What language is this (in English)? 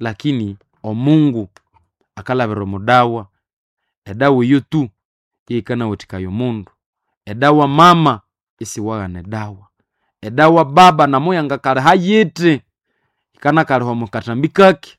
Nande